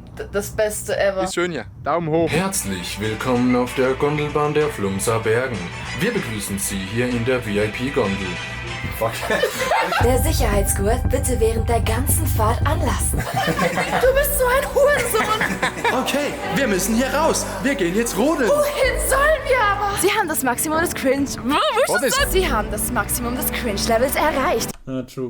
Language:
Swiss German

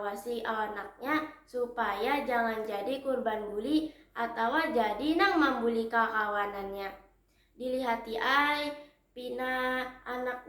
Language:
Banjar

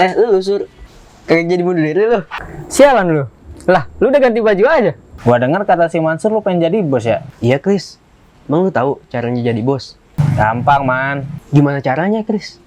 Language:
Betawi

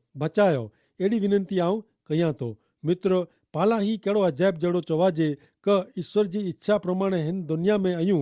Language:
Kachhi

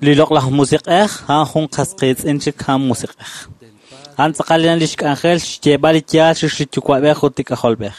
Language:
Kekchí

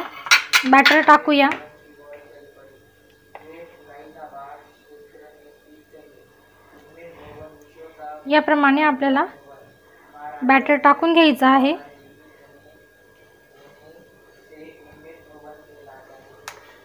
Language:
Marathi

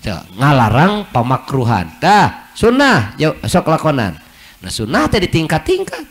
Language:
Sundanese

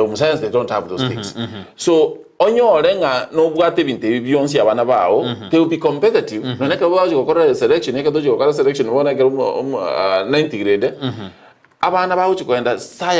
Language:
Gusii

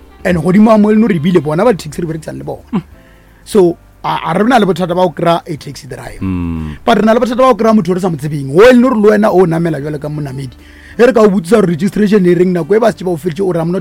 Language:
Northern Sotho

